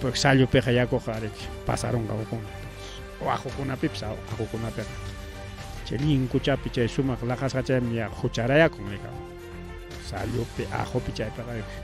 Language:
Ayacucho Quechua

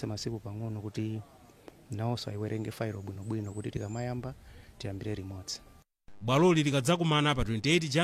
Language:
Nyanja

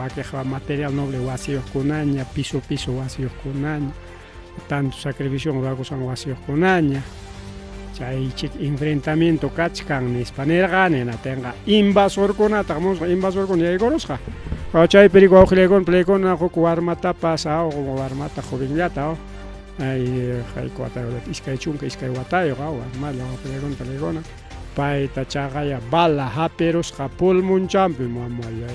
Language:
Ayacucho Quechua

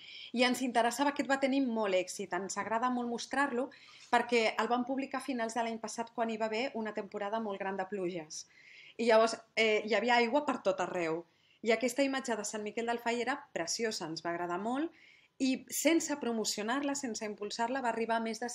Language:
Catalan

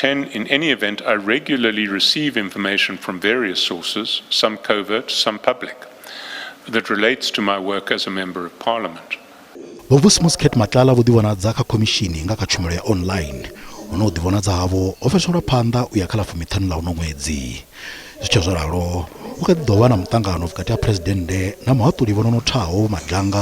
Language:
Venda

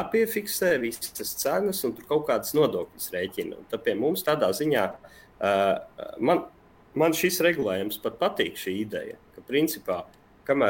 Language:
Latvian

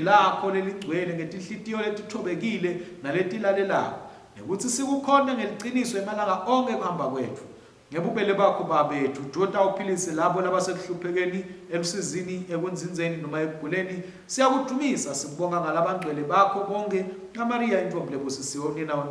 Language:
Swati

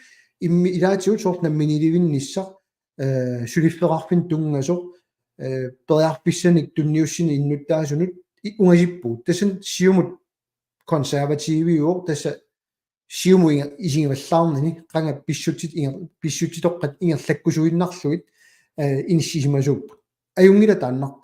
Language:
Kalaallisut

